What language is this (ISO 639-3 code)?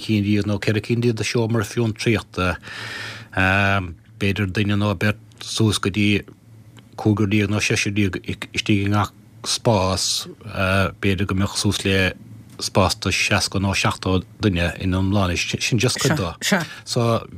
gle